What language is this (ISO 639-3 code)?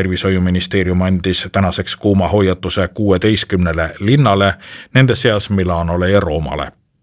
est